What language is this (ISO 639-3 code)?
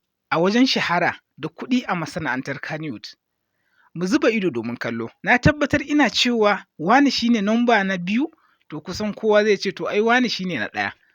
hau